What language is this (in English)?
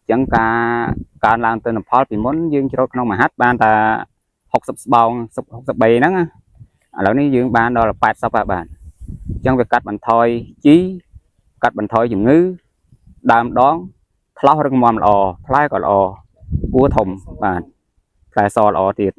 Khmer